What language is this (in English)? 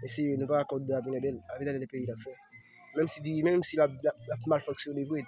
Haitian Creole